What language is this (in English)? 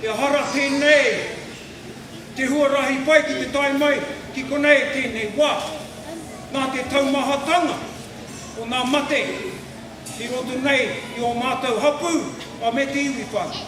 Māori